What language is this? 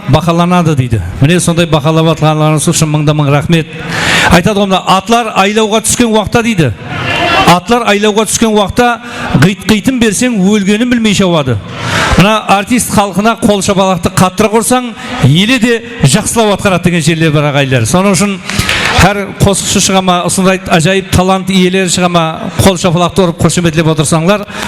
Kara-Kalpak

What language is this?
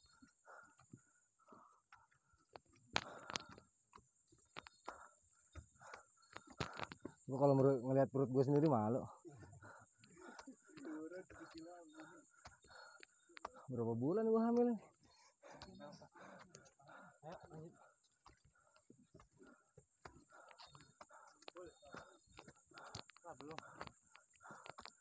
Indonesian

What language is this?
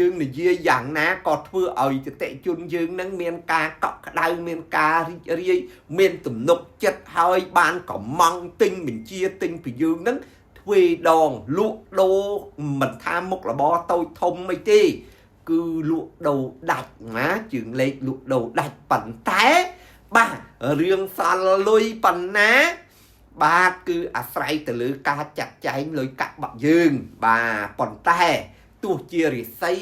Khmer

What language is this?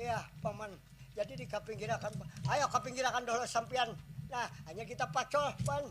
Banjar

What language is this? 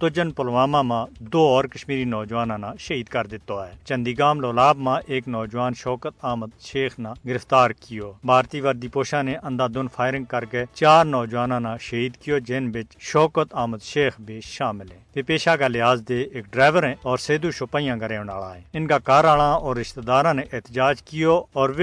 Gujari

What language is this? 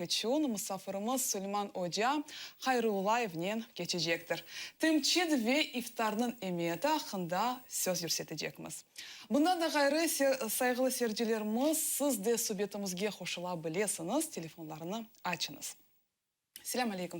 Crimean Tatar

